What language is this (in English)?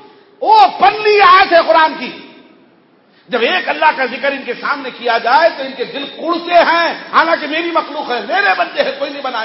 Urdu